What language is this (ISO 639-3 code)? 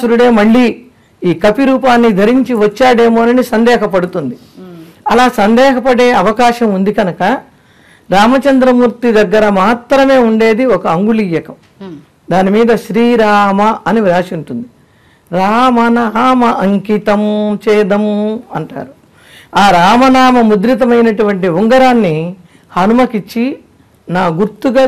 tel